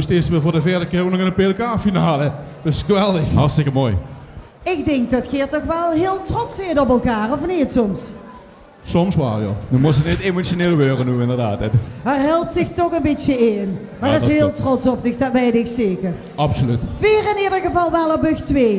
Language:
Limburgish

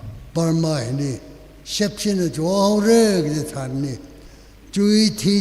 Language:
Tangkhul Naga (India)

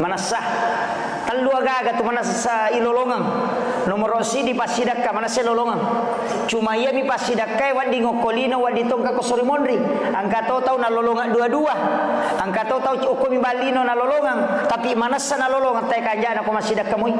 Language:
Buginese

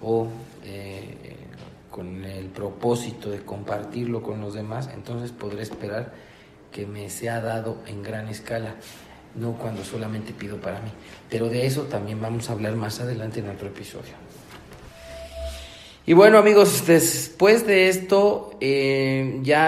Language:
Spanish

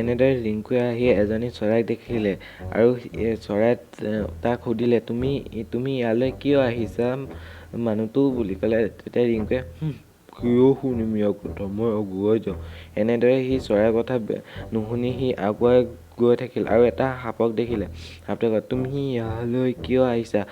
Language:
Assamese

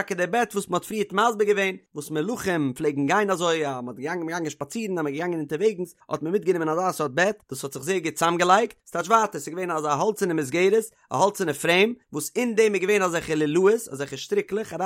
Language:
Yiddish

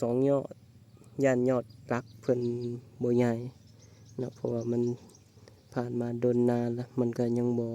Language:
Lao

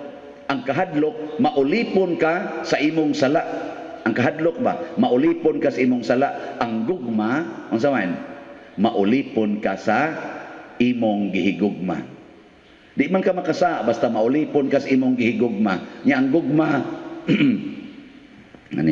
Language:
Cebuano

